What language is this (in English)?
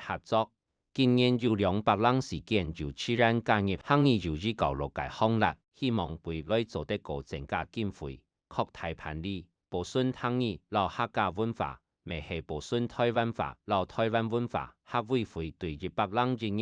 Hakka Chinese